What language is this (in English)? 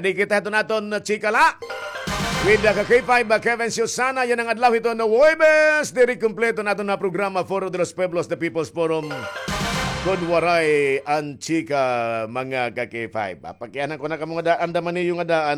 Waray